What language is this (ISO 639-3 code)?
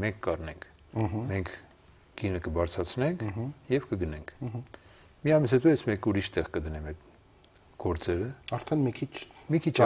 hye